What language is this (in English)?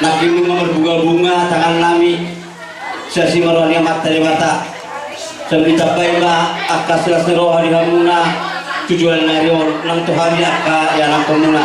Batak Toba